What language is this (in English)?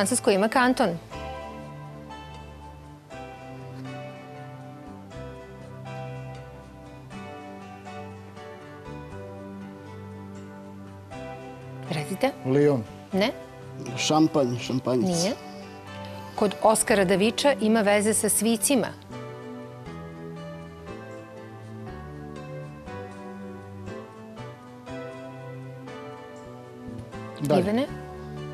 Serbian